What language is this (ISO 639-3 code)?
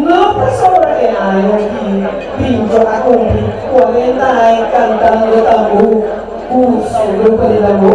pap